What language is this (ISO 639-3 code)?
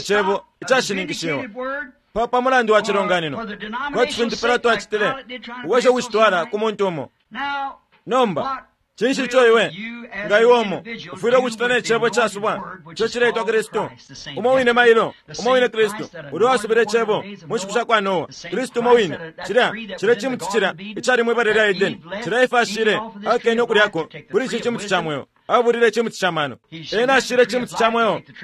bem